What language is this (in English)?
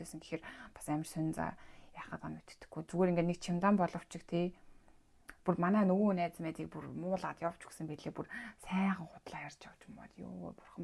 Mongolian